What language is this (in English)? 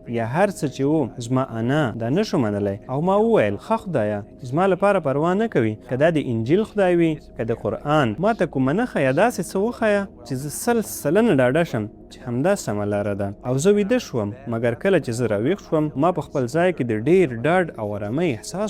Pashto